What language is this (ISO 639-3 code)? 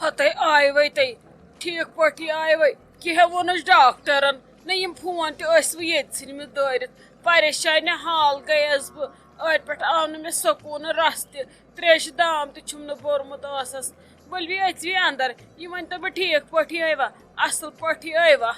kas